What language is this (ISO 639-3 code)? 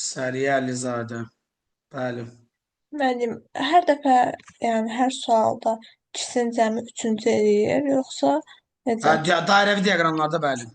aze